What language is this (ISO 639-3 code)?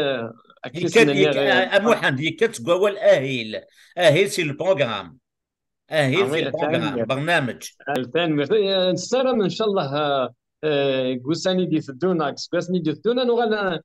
kab